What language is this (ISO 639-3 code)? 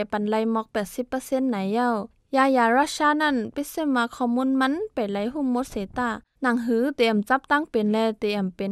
shn